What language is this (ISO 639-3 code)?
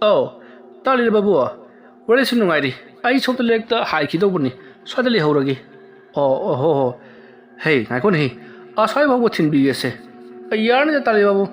mni